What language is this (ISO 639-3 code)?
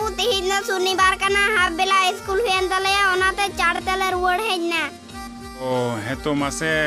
sat